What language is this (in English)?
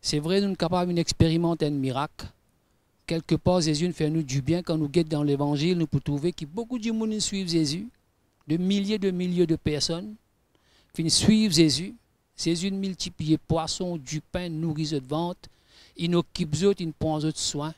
Morisyen